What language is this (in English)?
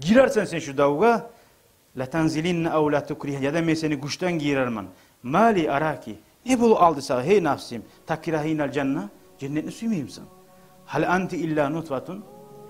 Kumyk